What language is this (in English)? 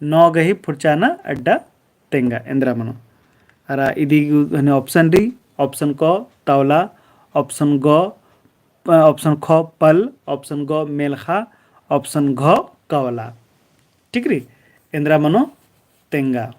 Kurukh